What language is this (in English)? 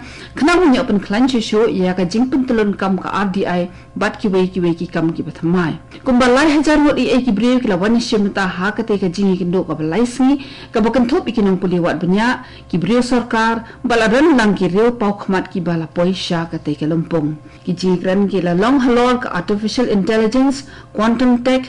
Khasi